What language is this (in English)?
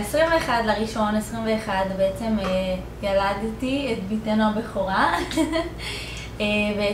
Hebrew